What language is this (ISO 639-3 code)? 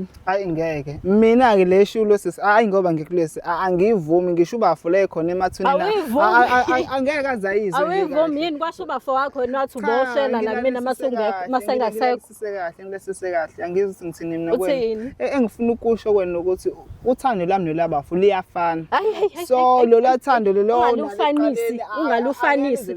zul